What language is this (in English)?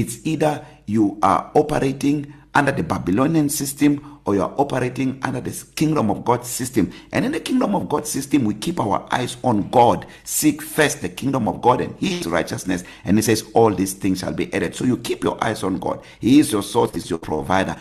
English